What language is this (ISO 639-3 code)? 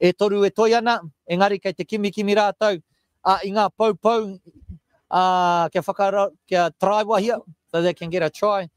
mri